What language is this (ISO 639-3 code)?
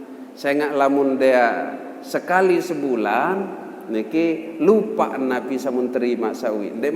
sas